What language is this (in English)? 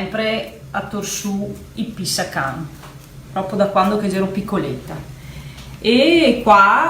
Venetian